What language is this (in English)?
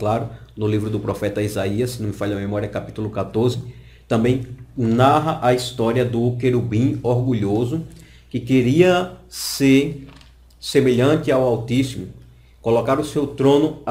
Portuguese